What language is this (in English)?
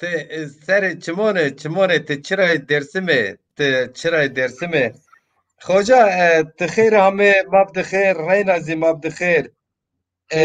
Zaza